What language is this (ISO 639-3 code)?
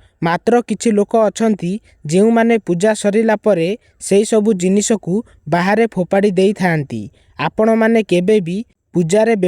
ori